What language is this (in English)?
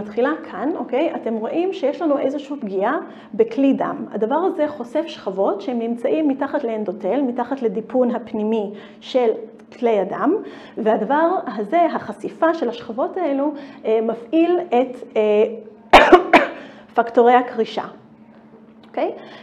Hebrew